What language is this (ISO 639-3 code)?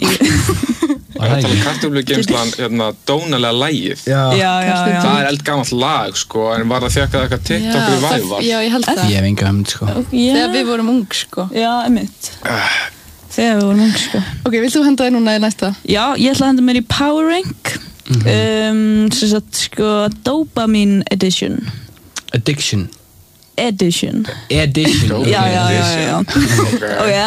isl